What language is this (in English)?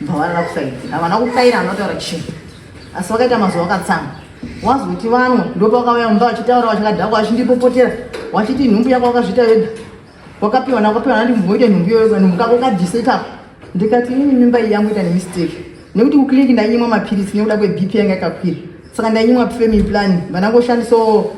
Shona